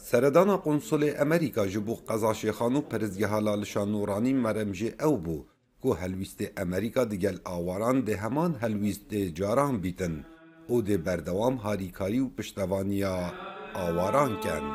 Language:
Kurdish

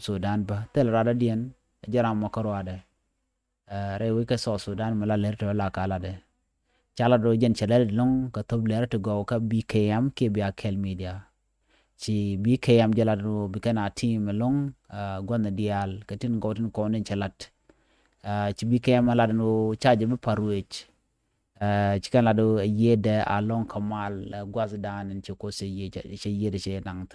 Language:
Nuer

